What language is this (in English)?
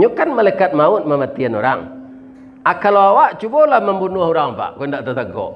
Minangkabau